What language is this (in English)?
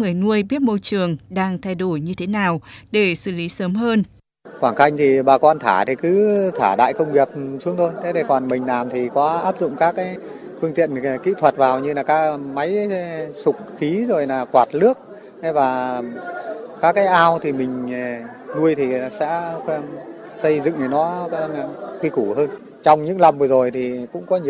Vietnamese